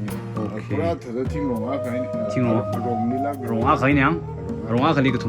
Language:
Tangkhul Naga (India)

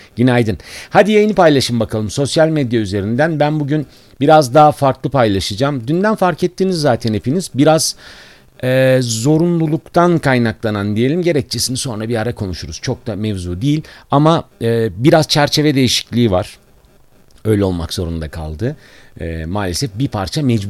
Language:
Turkish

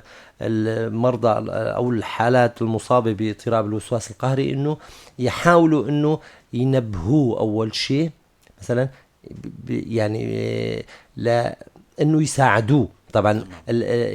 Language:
North Levantine Arabic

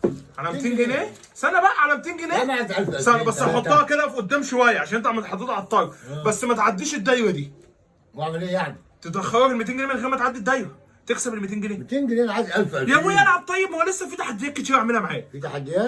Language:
Egyptian Arabic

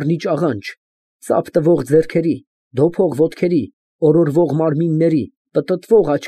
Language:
Armenian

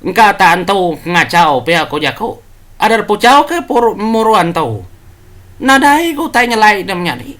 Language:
Iban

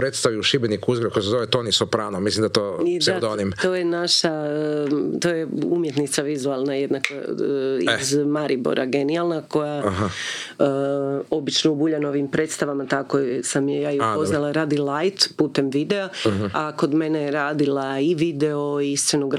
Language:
Croatian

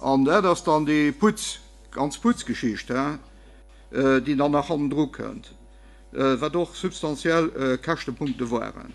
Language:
Luxembourgish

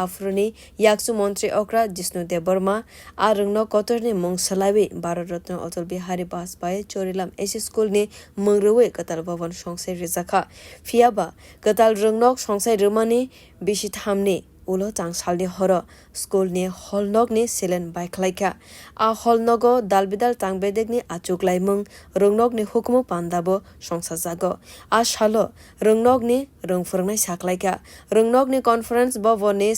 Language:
Kok Borok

